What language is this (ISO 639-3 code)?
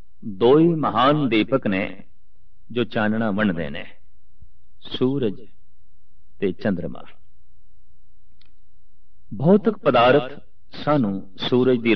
pan